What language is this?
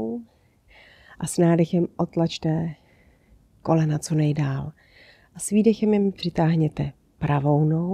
Czech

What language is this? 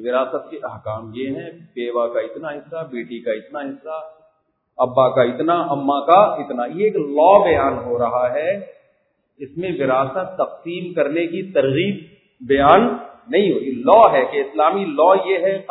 Urdu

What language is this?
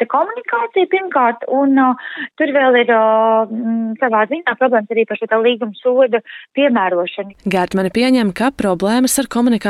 Latvian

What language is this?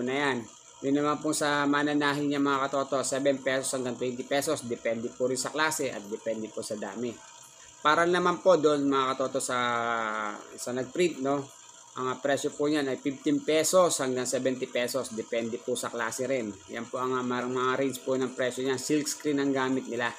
Filipino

